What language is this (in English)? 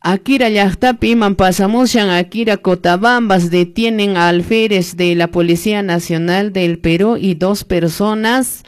Quechua